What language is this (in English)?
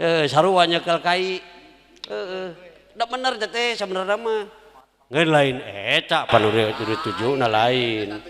Sundanese